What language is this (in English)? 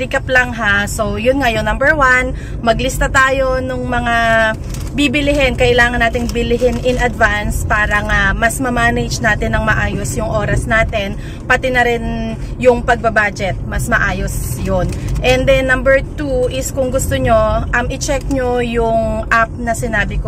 Filipino